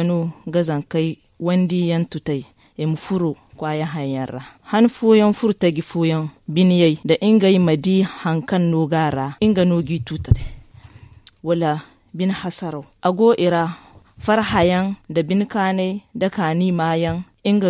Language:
Zarma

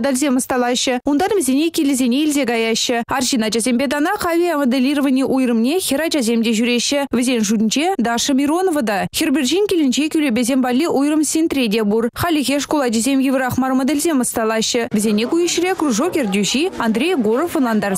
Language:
Chuvash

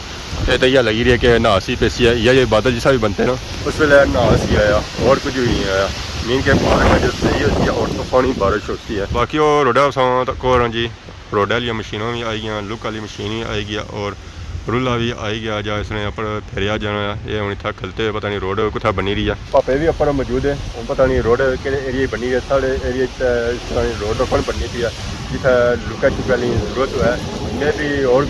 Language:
Pahari-Potwari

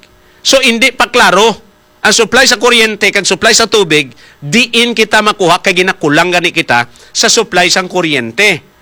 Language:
Hiligaynon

